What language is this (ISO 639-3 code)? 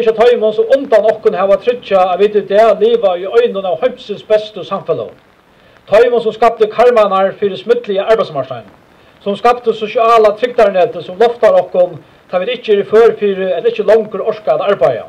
fao